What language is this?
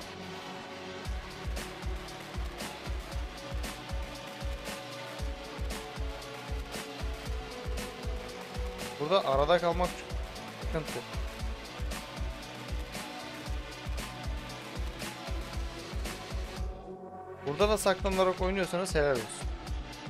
Turkish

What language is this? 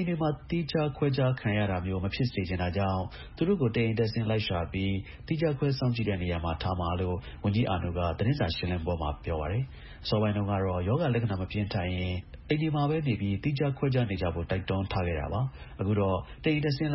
Burmese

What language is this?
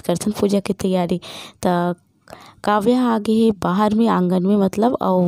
Chhattisgarhi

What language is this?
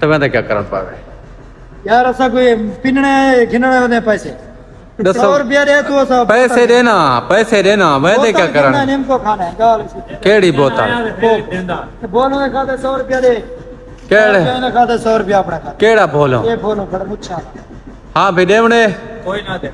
Saraiki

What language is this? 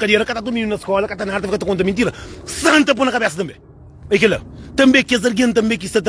Kabuverdianu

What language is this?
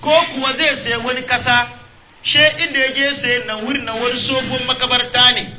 Hausa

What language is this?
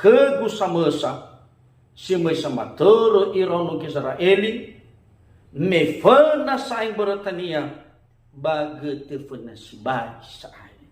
Nias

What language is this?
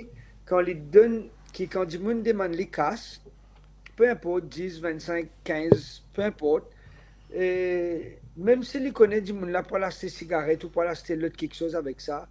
Morisyen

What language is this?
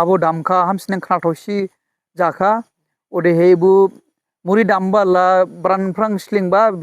Dimasa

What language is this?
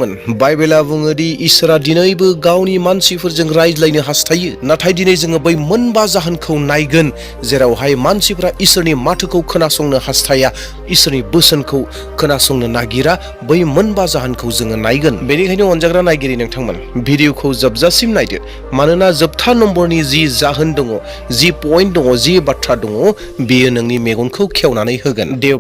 Bodo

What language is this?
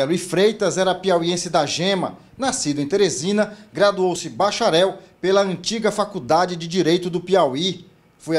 Portuguese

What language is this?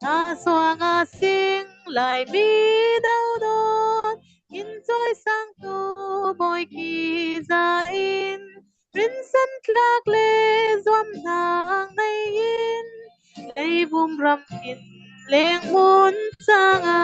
Falam Chin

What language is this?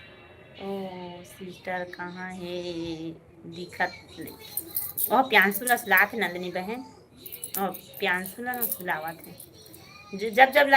Chhattisgarhi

